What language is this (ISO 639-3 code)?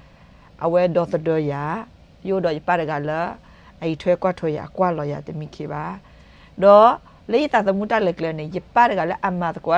ksw